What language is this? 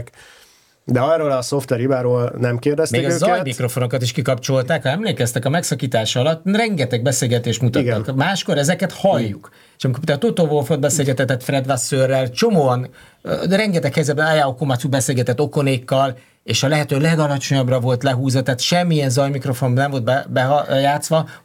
Hungarian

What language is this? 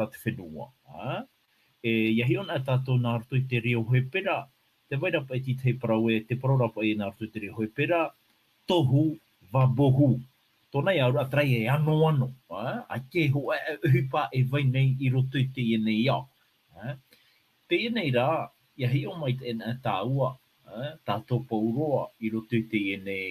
Tahitian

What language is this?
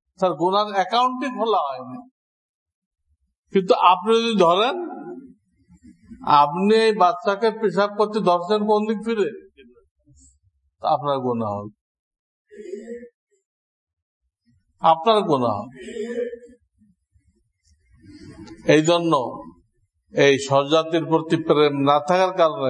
Bangla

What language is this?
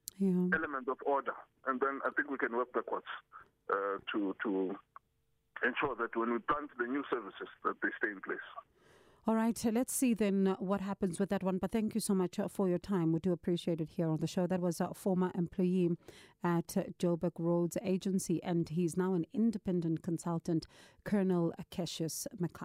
English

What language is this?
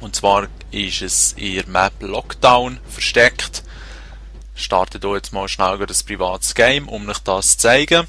Swiss German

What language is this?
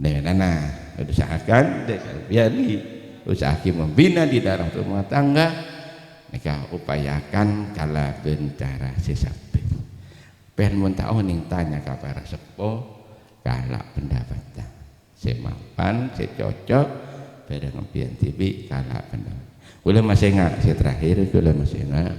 Madurese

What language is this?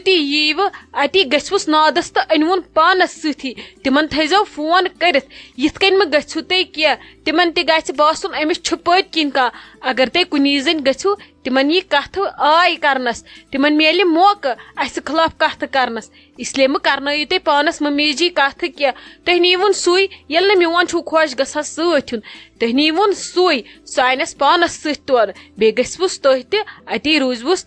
Kashmiri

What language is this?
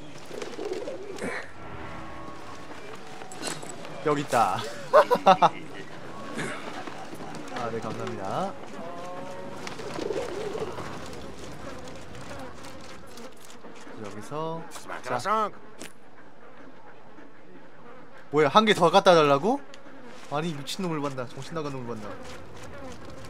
Korean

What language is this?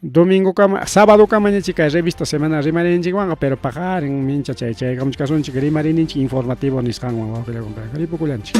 Ayacucho Quechua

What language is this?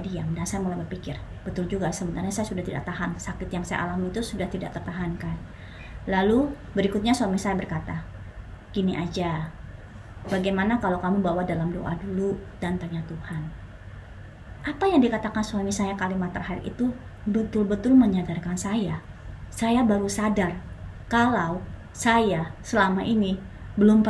Indonesian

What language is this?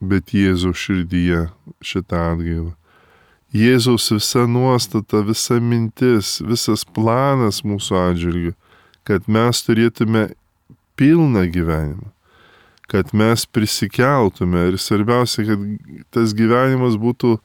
Lithuanian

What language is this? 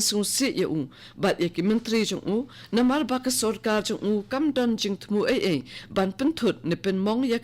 Khasi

